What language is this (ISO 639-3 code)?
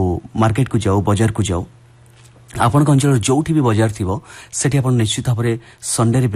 ori